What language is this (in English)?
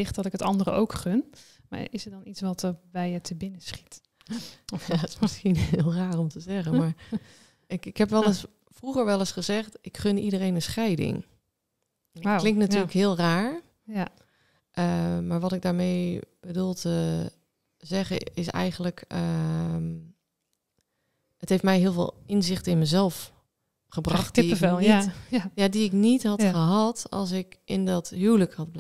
Dutch